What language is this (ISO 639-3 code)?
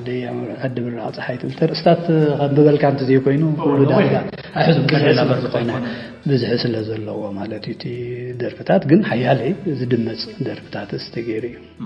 tir